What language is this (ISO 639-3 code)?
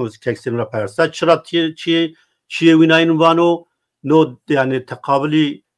zza